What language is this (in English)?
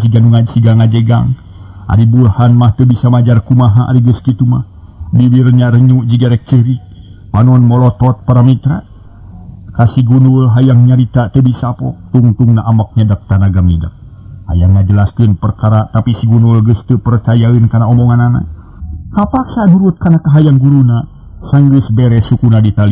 Sundanese